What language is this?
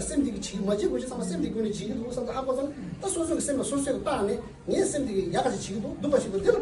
Tibetan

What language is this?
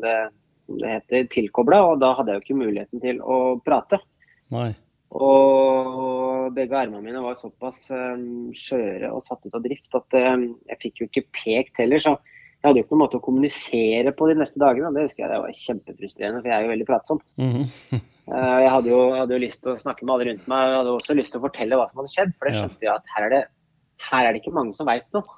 Norwegian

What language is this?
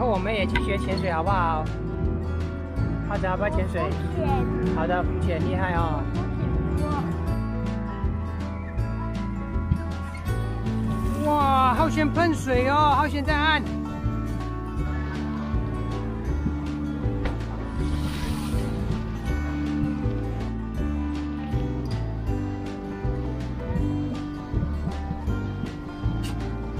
Chinese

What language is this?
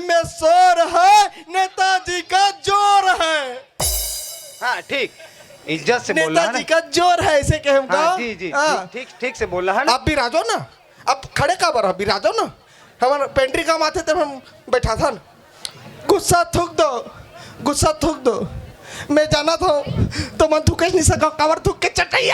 Chhattisgarhi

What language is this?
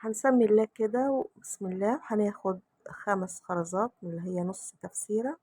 Egyptian Arabic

